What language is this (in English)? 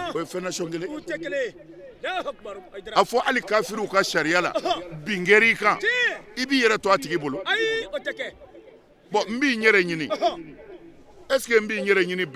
Bambara